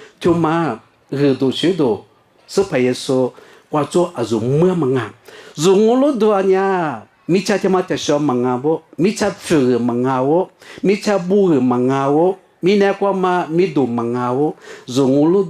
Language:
Lisu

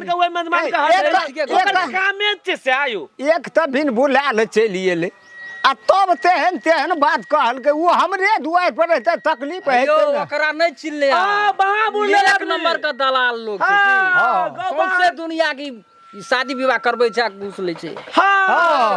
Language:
Maithili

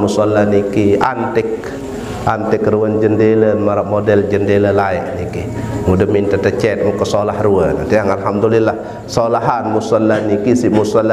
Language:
Sasak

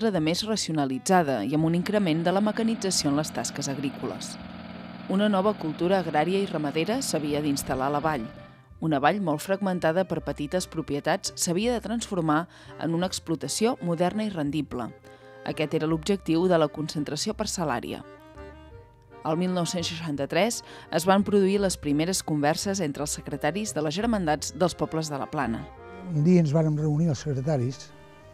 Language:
Catalan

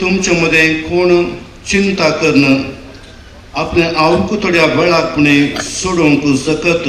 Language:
Konkani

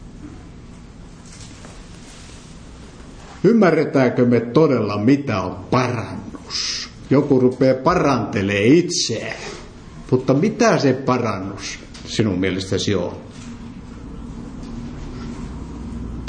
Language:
Finnish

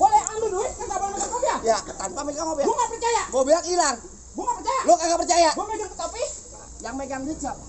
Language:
Betawi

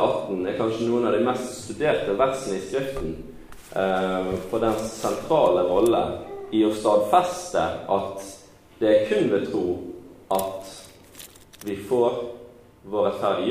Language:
Norwegian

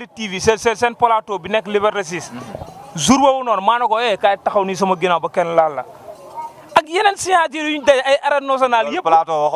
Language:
Wolof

